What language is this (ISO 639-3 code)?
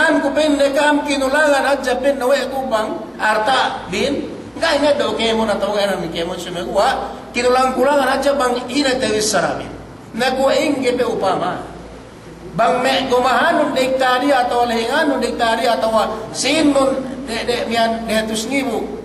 yka